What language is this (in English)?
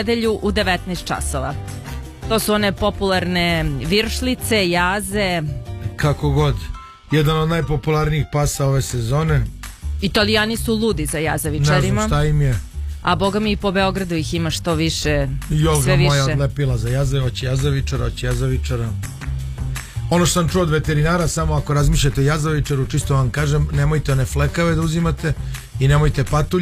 Serbian